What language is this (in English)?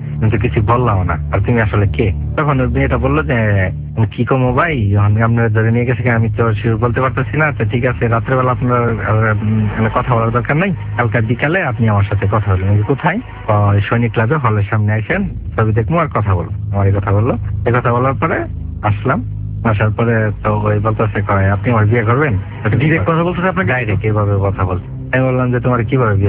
Bangla